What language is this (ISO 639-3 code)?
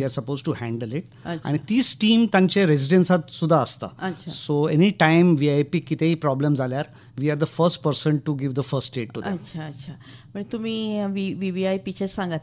kok